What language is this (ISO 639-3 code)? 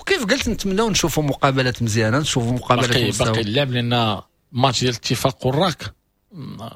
ary